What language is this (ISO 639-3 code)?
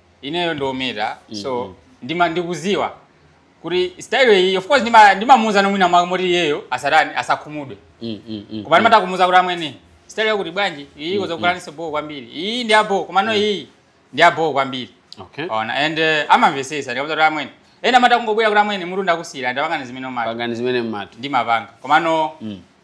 nya